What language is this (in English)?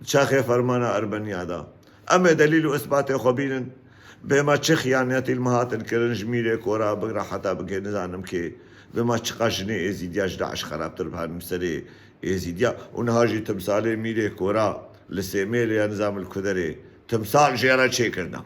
Kurdish